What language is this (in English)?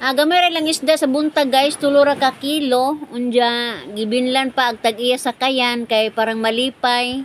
Cebuano